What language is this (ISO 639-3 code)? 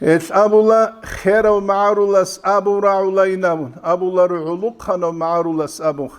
ava